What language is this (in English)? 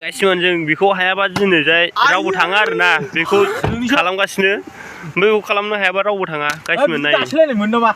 Bodo